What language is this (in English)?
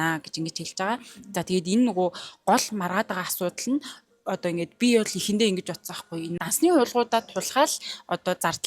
Mongolian